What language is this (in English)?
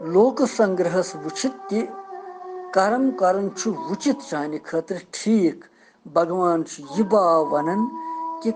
Kashmiri